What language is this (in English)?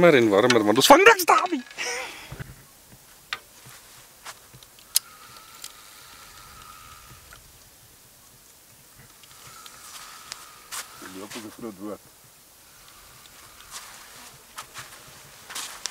Afrikaans